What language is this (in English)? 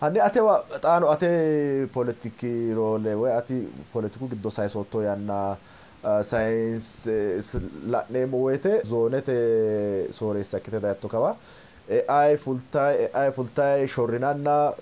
Sidamo